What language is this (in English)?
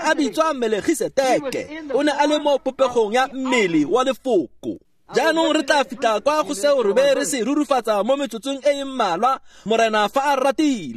Tswana